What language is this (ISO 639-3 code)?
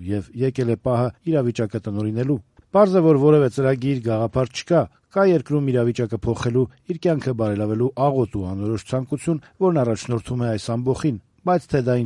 hye